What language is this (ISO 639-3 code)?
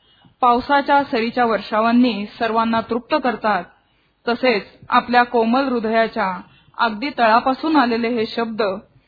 mar